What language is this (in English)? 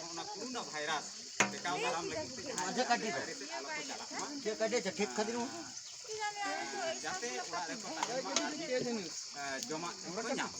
Santali